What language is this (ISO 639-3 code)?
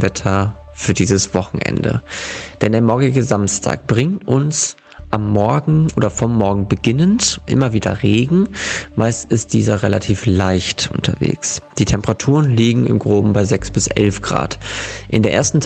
deu